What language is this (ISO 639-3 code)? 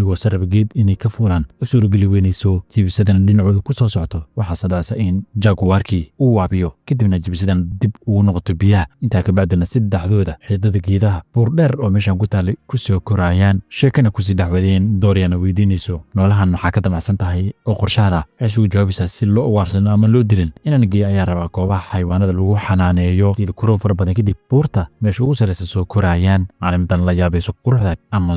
som